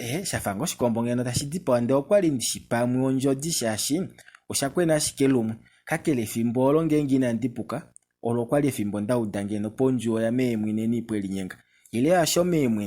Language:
Kuanyama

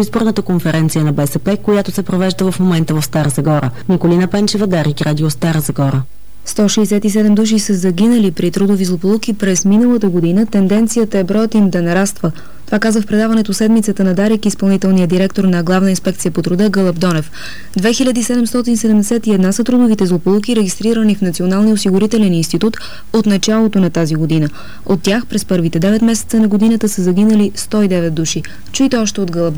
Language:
Bulgarian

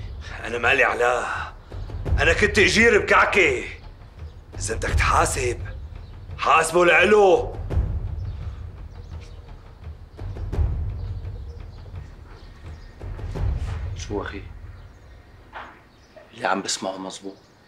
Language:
North Levantine Arabic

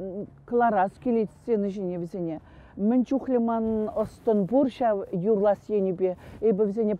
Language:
Chuvash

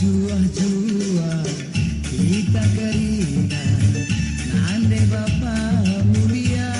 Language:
Batak Karo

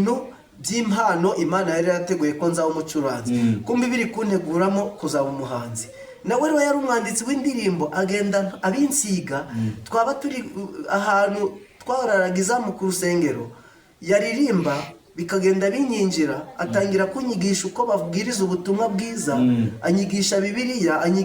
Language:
Kinyarwanda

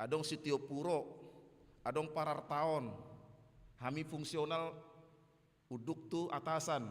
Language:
Batak Toba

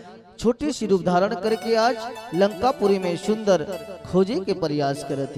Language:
Chhattisgarhi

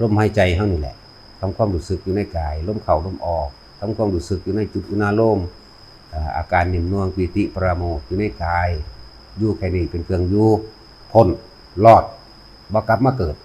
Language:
Northeastern Thai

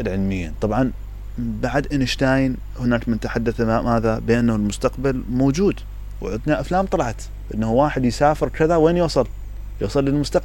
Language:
Mesopotamian Arabic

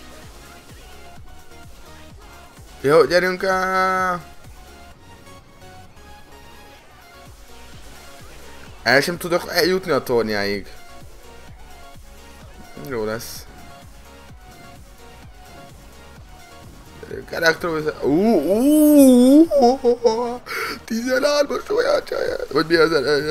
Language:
Hungarian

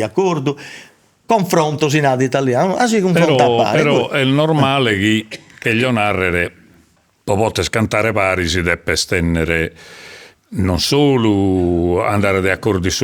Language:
Sardinian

